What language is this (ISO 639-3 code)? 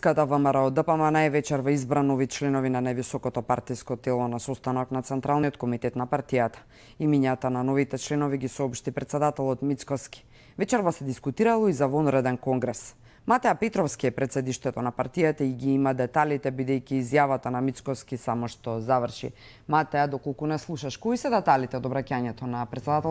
mkd